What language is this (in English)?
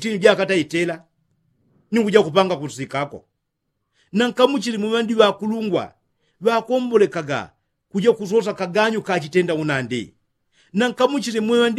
Yao